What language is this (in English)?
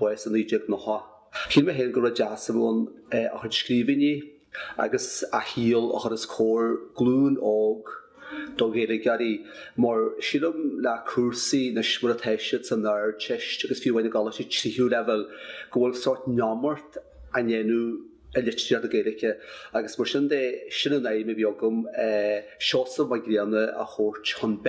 Irish